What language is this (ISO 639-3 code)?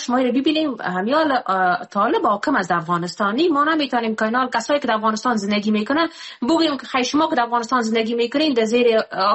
fas